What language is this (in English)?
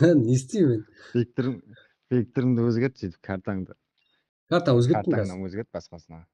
Kara-Kalpak